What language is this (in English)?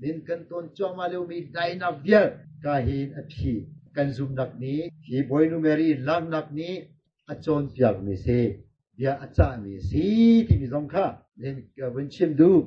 Hakha Chin